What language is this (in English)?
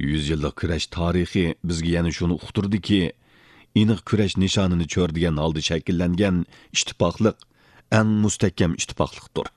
Uyghur